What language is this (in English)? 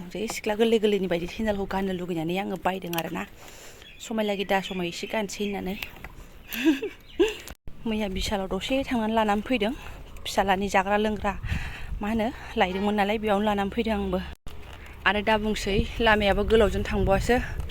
Bodo